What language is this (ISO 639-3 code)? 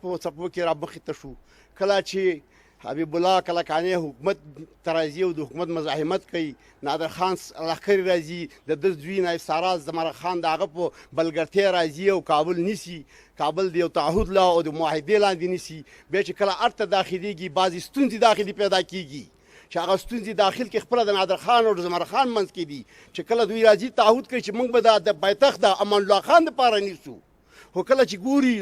pus